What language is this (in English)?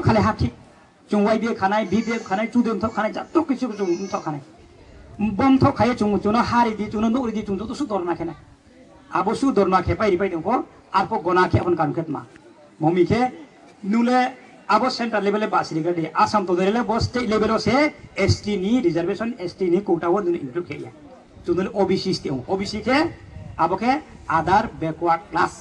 Riang (India)